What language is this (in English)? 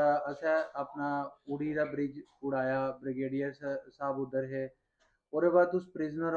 Dogri